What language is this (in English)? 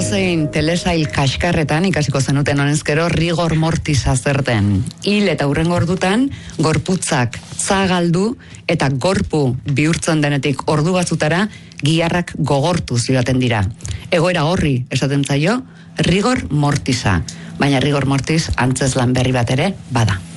Basque